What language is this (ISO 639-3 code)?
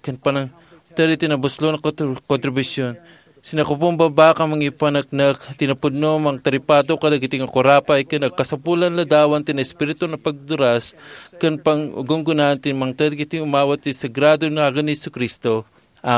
ilo